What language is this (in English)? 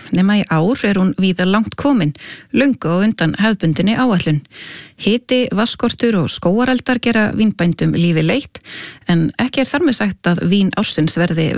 Icelandic